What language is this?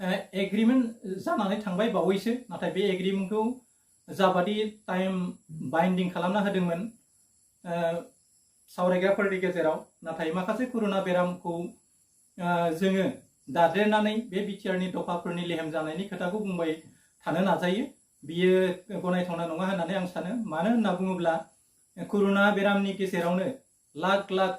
Bodo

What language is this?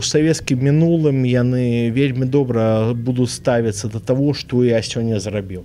Belarusian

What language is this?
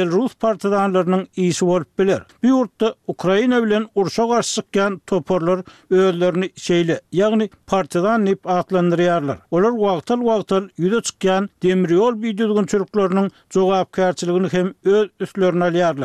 Turkmen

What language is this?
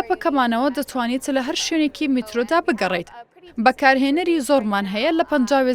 Central Kurdish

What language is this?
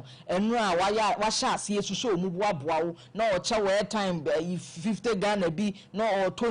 Akan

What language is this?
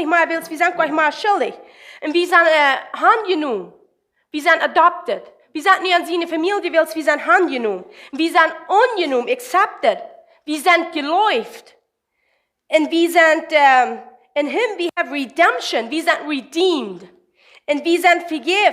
Plautdietsch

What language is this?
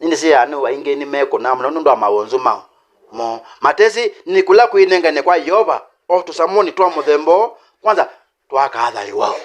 Kamba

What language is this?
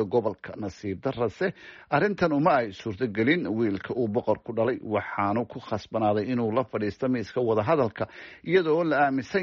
Somali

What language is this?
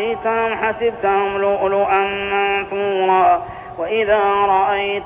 Arabic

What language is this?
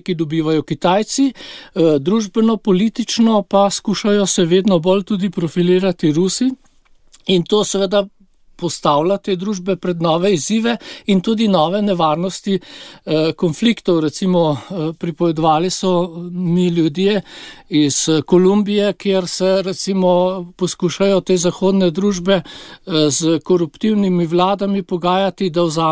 Slovenian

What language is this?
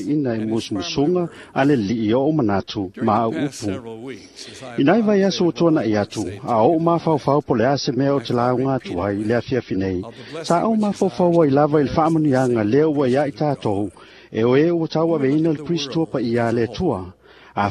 Samoan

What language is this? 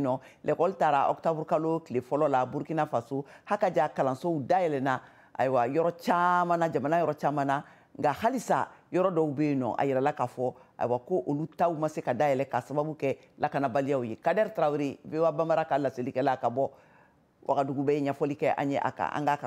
Bambara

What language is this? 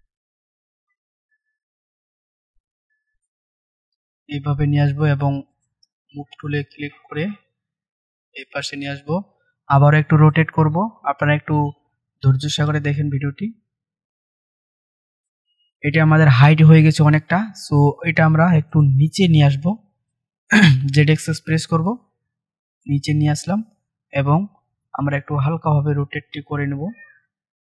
Bangla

